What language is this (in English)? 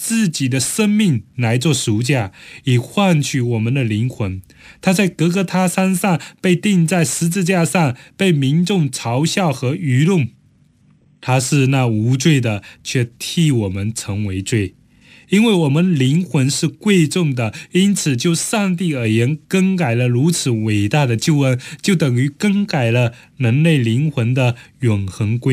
Chinese